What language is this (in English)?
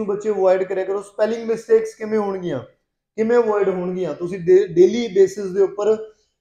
Punjabi